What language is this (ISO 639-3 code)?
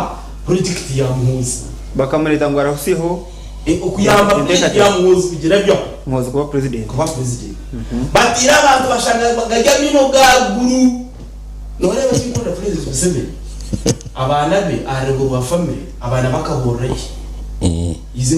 nyn